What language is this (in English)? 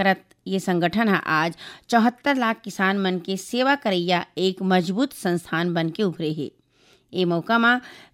Chhattisgarhi